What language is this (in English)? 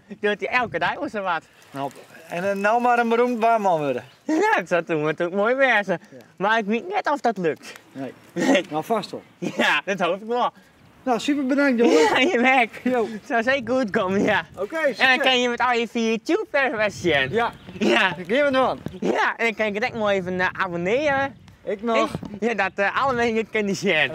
Western Frisian